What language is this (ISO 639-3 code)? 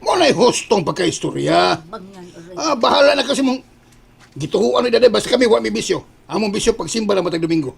ceb